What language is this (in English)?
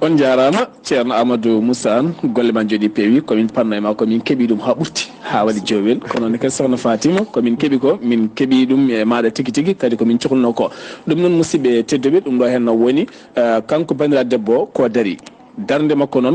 Fula